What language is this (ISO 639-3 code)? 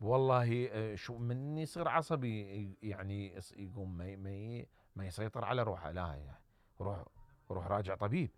acm